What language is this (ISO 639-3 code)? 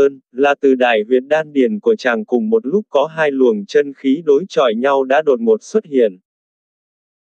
vie